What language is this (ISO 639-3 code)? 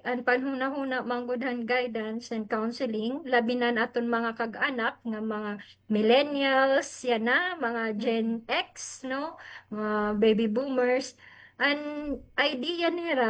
war